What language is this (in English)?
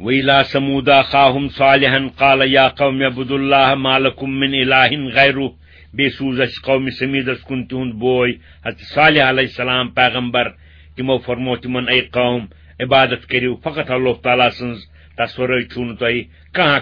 Kashmiri